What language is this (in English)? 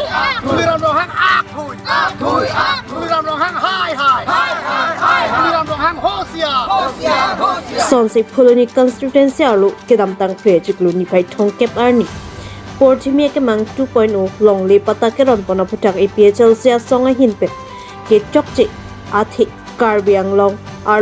Karbi